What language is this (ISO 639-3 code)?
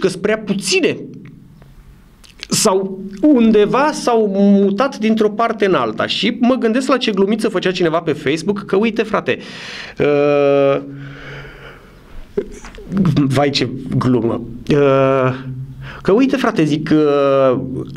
ron